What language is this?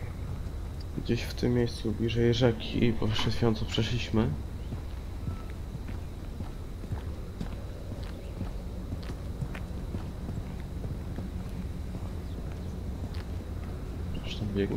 Polish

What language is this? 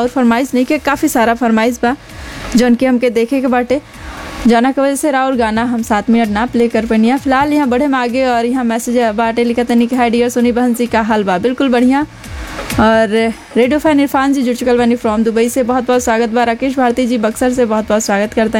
Bhojpuri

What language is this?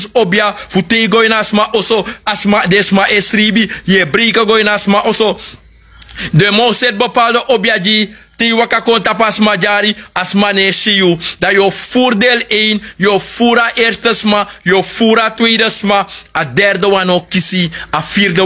Sranan Tongo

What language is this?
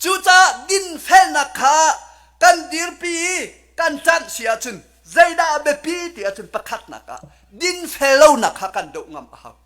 Hakha Chin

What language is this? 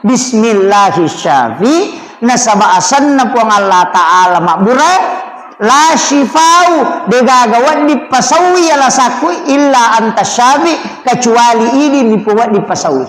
Buginese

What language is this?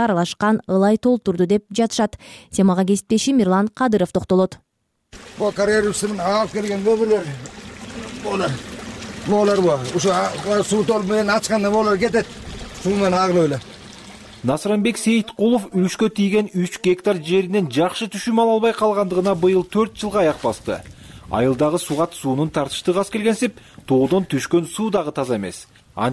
Kyrgyz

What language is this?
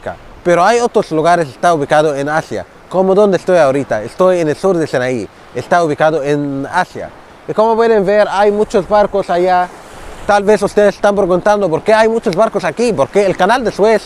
Spanish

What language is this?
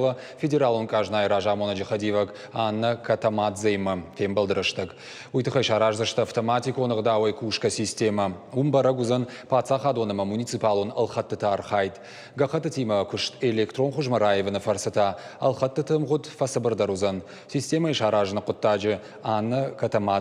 Ossetic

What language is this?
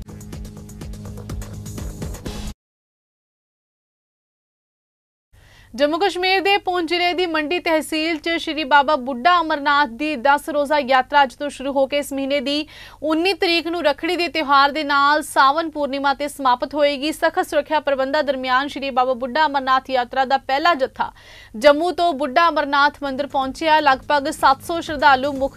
Punjabi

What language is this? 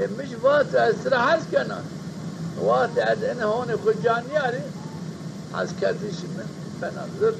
Zaza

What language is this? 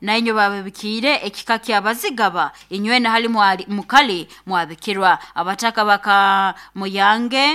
Nyoro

